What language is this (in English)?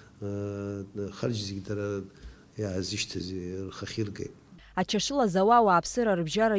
Abkhazian